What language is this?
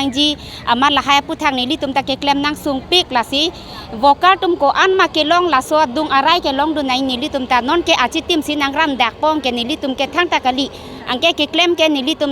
Karbi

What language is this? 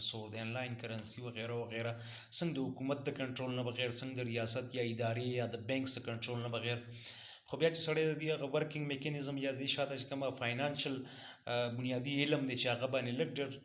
Pashto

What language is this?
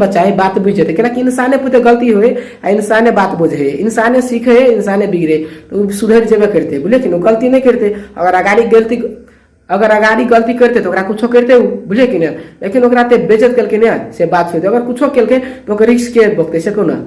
Maithili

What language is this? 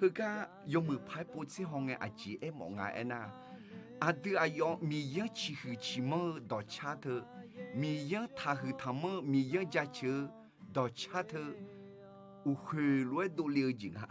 Akha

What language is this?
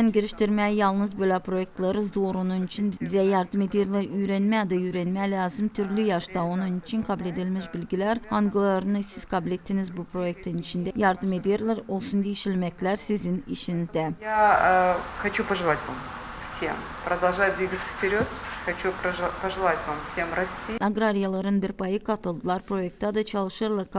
Gagauz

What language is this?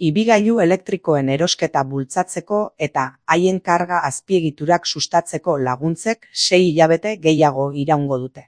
Basque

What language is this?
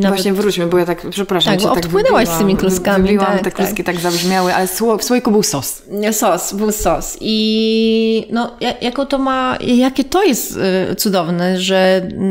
Polish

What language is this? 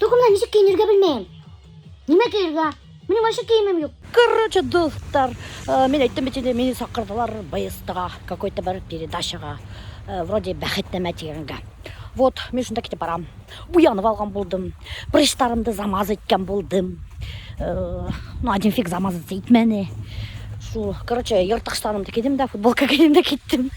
Bashkir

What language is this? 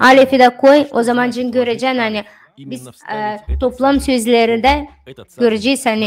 Gagauz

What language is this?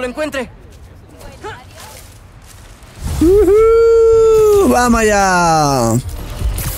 Spanish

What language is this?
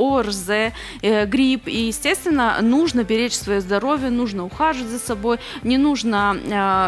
Russian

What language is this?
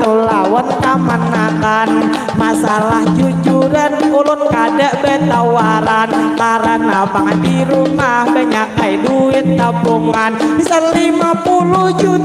Banjar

